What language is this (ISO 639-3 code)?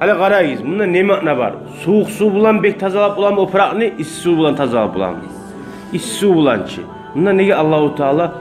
kum